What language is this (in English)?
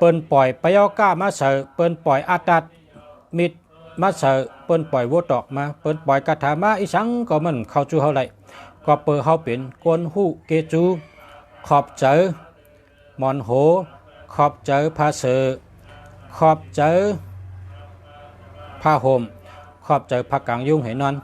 Shan